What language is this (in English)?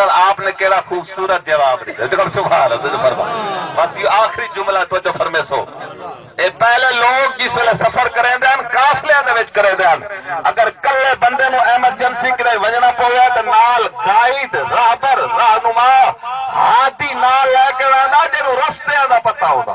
Saraiki